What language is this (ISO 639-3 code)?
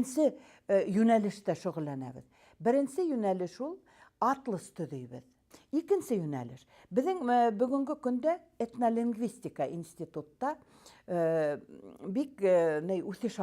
bak